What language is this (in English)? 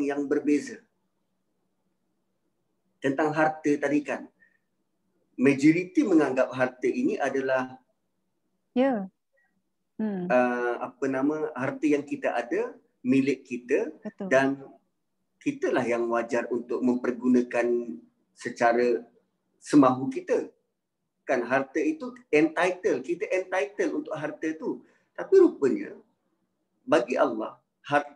Malay